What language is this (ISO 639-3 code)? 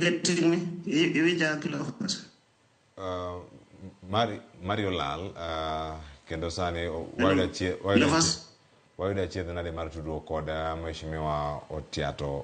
luo